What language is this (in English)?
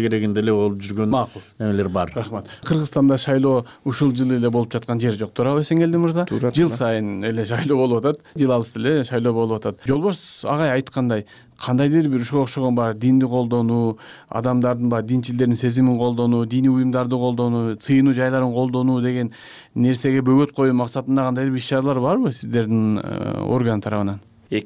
Kyrgyz